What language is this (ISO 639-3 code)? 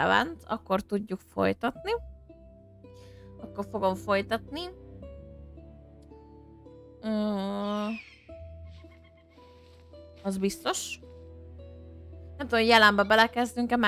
hun